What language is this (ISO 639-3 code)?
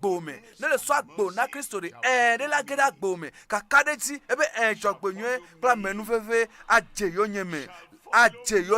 ewe